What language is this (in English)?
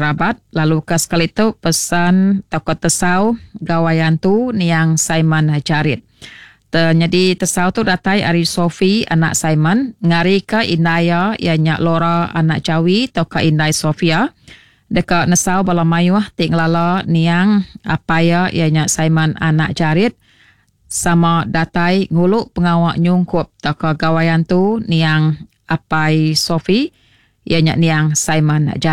Iban